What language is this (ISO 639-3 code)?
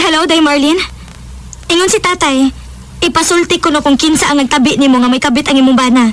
ceb